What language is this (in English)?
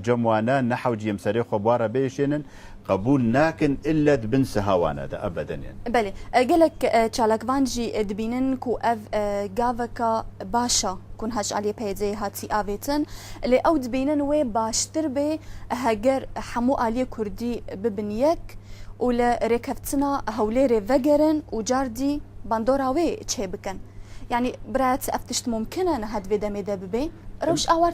Kurdish